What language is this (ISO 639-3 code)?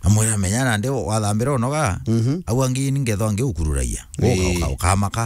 mer